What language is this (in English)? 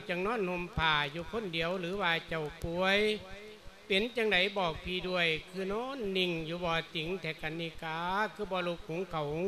Lao